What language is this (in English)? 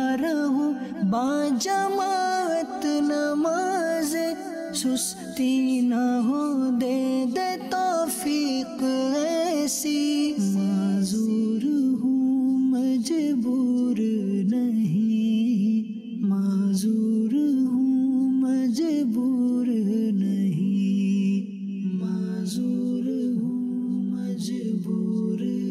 Urdu